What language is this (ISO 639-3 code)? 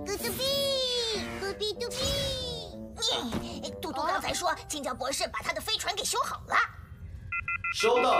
zho